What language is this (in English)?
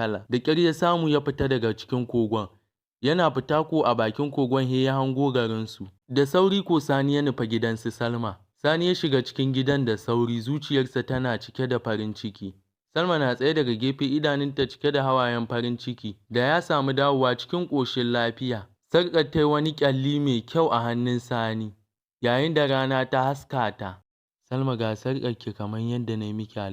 Hausa